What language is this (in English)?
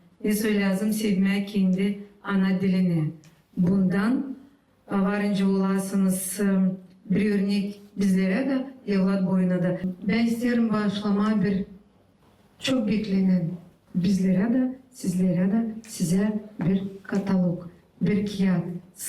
Gagauz